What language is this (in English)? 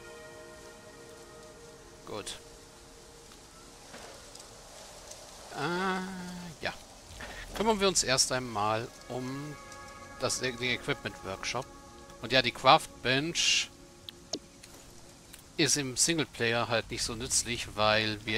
German